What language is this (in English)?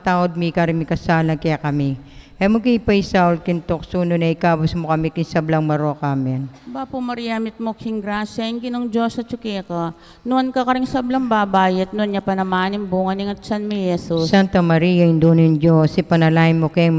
Pampanga